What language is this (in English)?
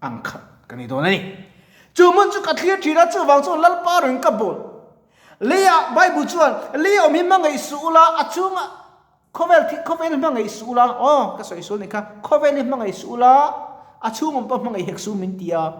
Mizo